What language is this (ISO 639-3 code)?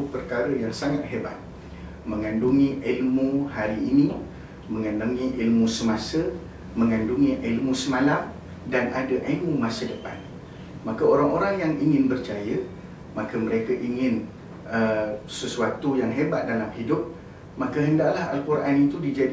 msa